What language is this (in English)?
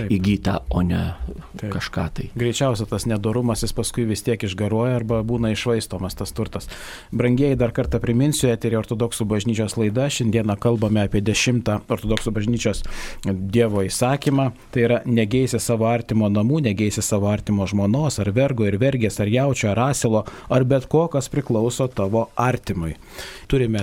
Lithuanian